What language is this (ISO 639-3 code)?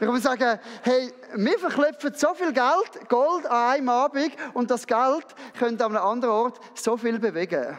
gsw